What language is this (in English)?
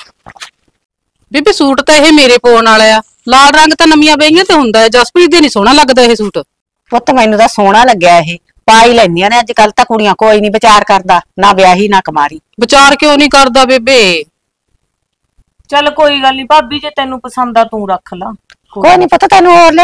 Punjabi